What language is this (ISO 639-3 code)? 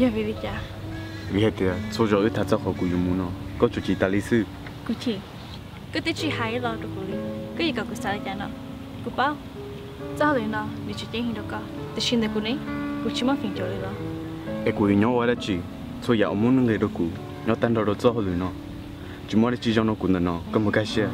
hmn